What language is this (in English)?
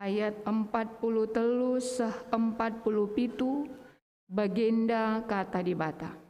Batak Karo